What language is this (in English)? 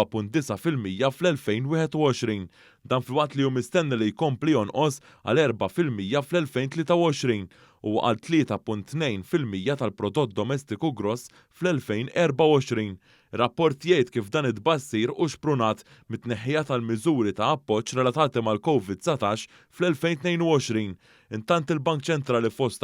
Maltese